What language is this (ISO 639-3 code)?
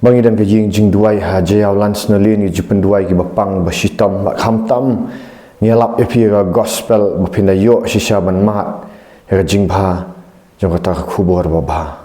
kha